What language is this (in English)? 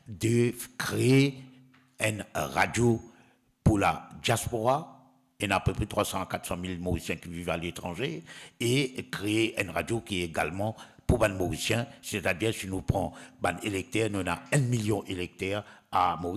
Morisyen